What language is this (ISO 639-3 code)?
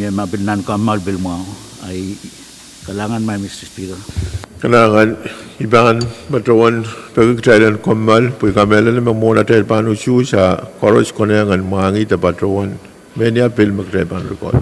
pon